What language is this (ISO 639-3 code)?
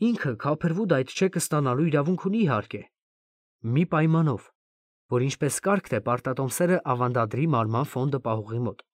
hye